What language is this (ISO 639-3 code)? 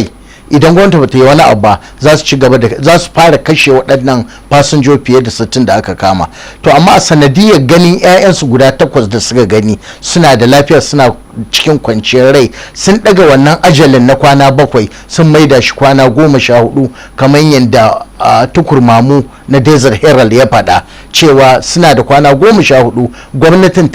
hau